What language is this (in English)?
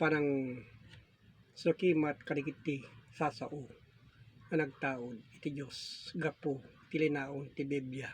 Iloko